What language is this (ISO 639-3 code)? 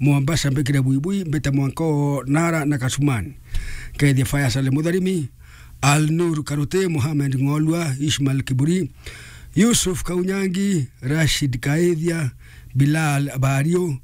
mer